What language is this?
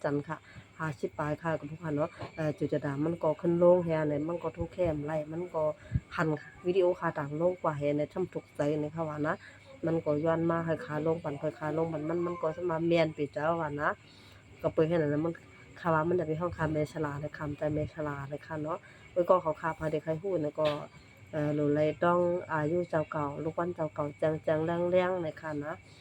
Shan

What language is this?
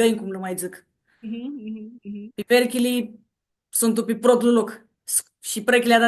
Aromanian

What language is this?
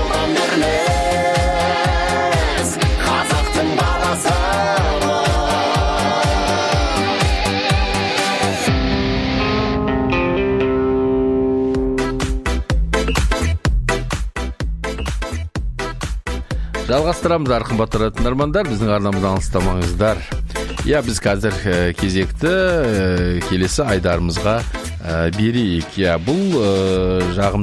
Kazakh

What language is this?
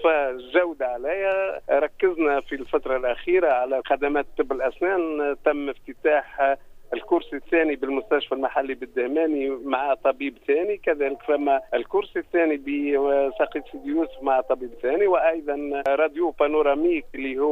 Tunisian Arabic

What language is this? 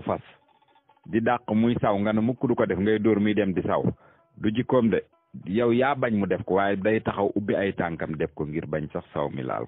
Wolof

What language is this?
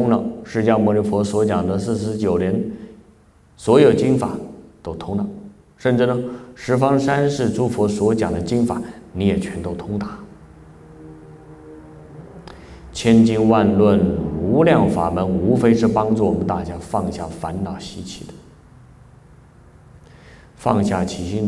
Chinese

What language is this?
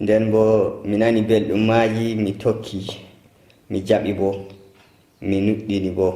Nigerian Fulfulde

